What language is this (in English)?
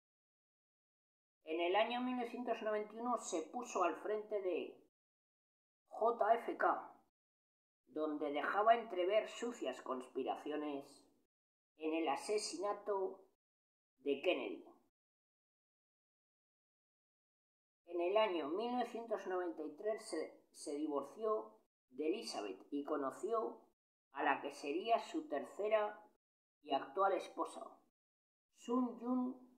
Spanish